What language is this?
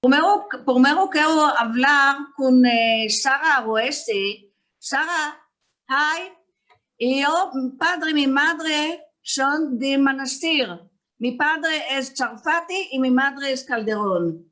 Ladino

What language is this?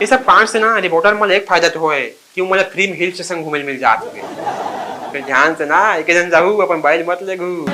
Chhattisgarhi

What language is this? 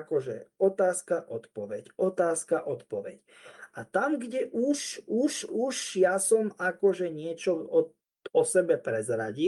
Slovak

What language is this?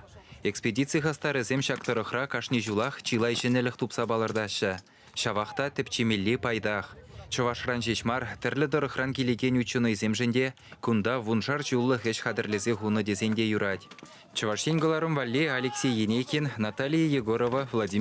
Chuvash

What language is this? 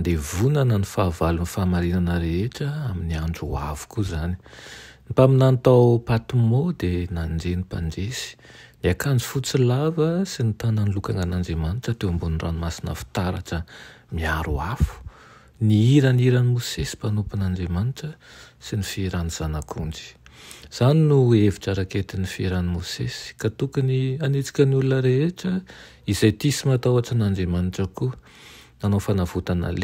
Malagasy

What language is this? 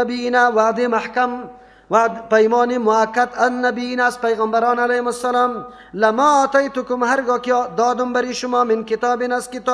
Persian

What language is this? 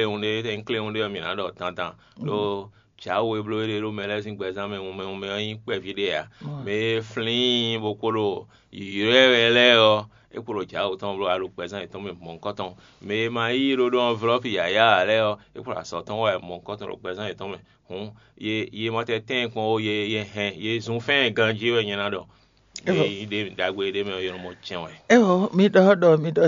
Fon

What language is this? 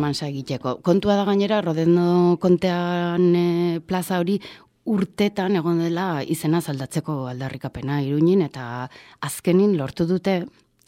Basque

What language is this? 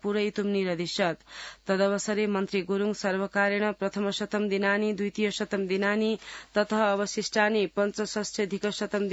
Sanskrit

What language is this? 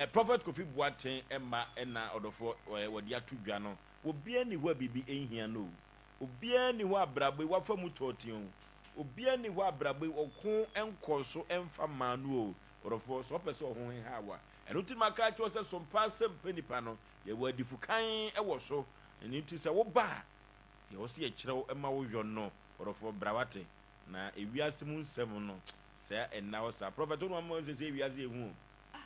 Akan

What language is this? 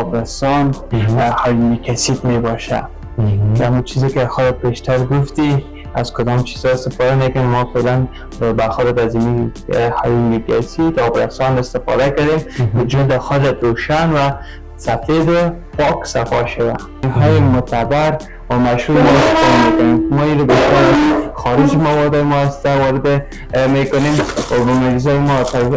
Persian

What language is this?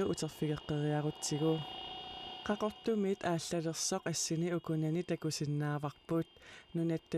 Kalaallisut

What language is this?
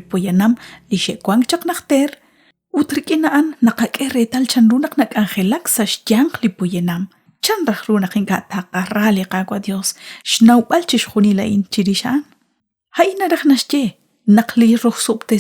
Kekchí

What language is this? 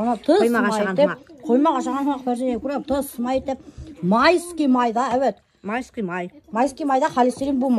Bashkir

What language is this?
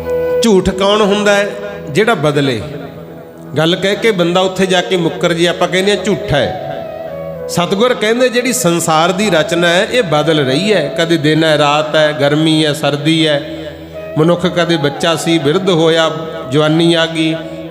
Punjabi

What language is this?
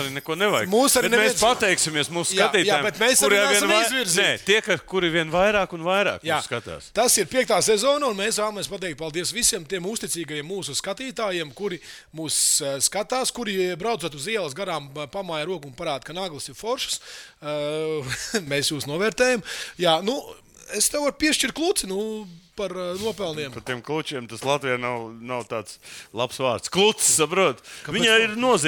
Latvian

